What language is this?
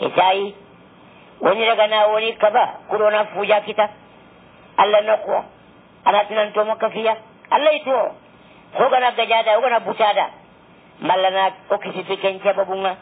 Fula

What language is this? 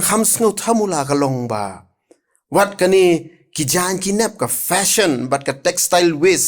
Khasi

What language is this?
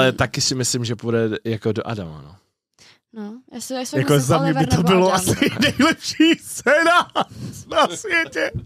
Czech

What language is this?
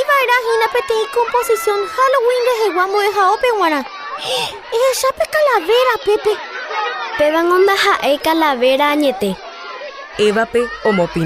Guarani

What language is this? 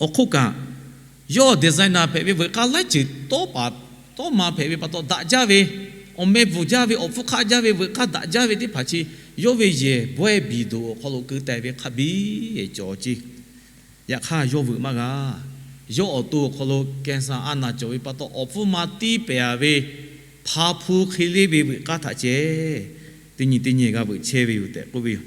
Lahu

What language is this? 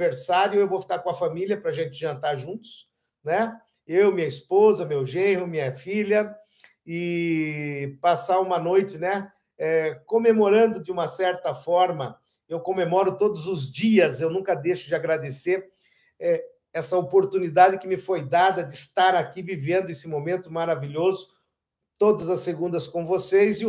Portuguese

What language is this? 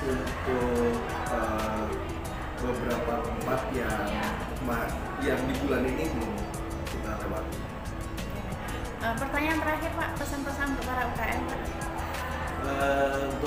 Indonesian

